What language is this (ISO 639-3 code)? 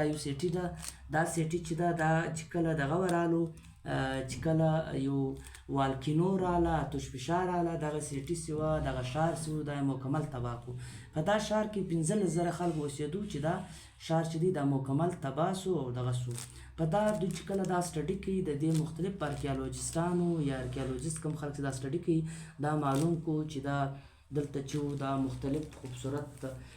pus